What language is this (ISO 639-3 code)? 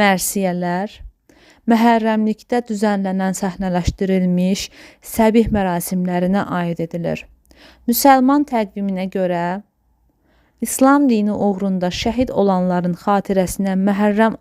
aze